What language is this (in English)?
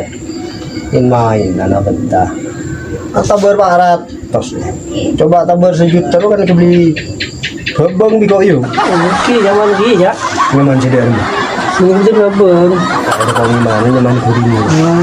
Madurese